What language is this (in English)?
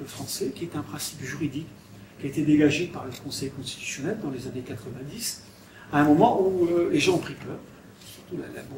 French